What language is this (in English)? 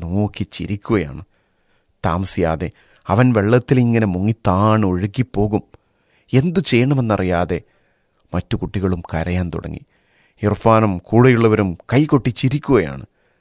Malayalam